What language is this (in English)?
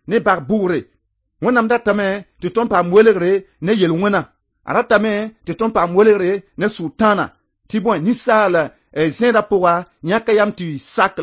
Mossi